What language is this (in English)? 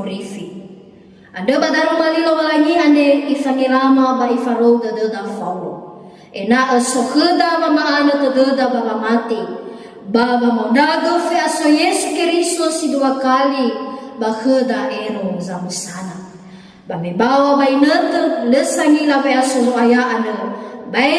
Nias